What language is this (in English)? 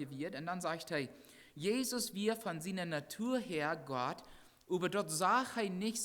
Plautdietsch